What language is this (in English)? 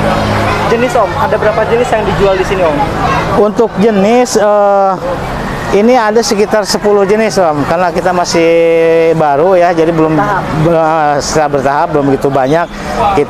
Indonesian